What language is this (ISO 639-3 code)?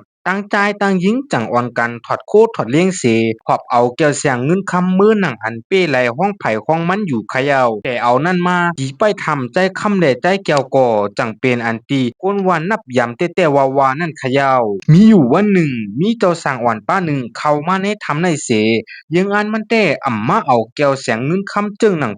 shn